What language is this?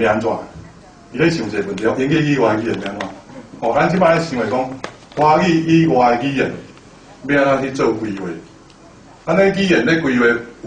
Min Nan Chinese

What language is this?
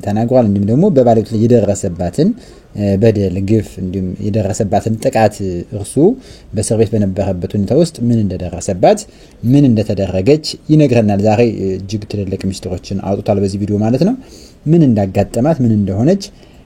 Amharic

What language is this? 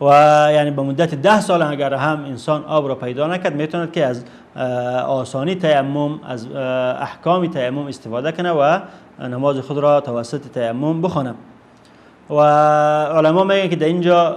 Persian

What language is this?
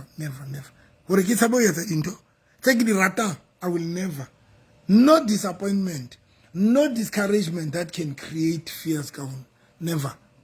Southern Sotho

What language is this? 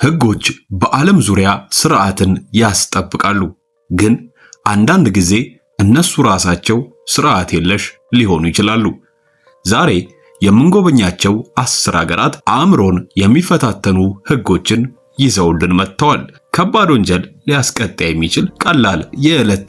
Amharic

